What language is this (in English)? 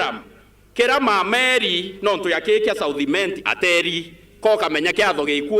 Meru